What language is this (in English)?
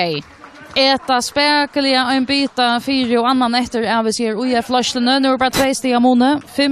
Faroese